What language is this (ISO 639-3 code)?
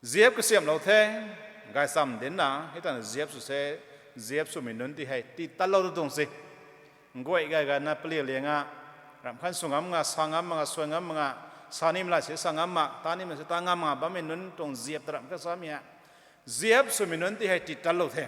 nbu